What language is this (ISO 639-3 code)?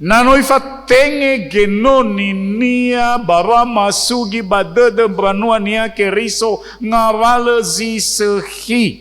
nia